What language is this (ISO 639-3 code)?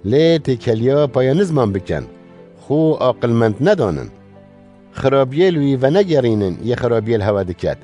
kur